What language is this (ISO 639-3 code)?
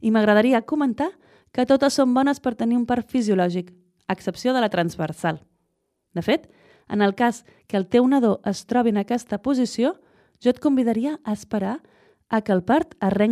cat